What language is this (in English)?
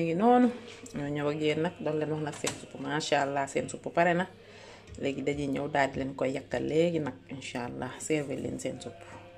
Wolof